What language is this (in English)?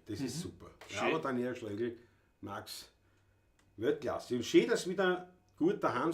Bavarian